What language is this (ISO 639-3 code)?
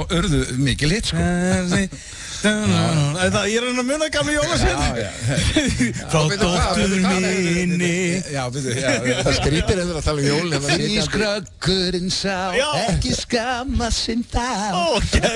isl